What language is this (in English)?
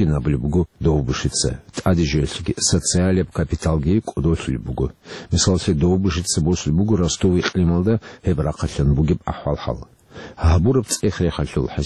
Avaric